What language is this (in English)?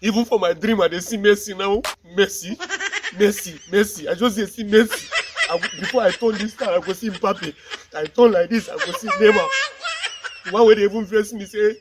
Nigerian Pidgin